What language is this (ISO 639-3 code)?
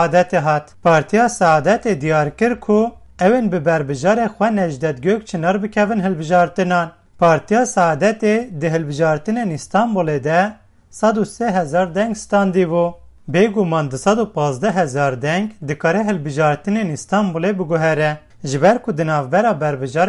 kur